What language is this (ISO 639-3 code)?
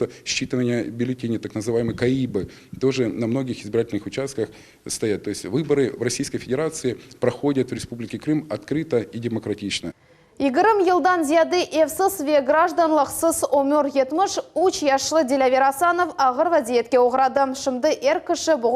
crh